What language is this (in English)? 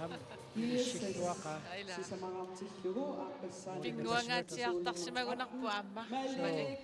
Kalaallisut